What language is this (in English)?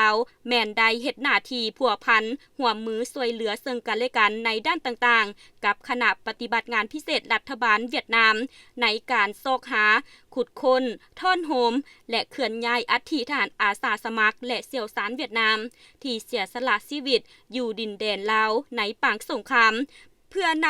Lao